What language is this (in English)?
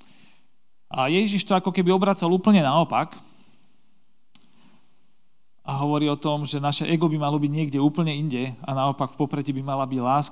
Slovak